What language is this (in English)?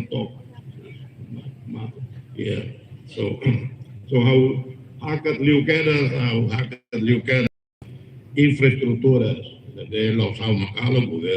Tetum